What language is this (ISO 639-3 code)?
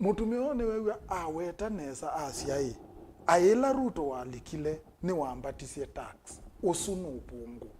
kam